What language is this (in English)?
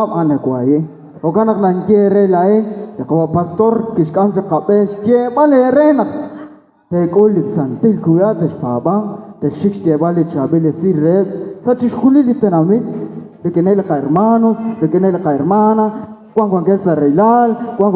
Kekchí